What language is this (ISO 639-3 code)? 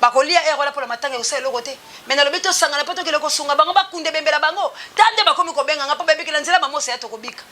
lin